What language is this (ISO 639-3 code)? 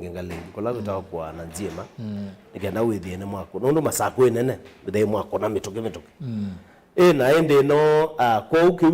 kam